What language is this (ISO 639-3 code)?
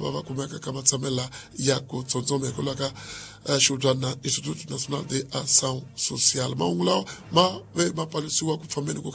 tso